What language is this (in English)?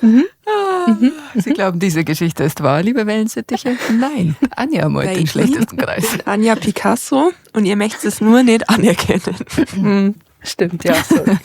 Bavarian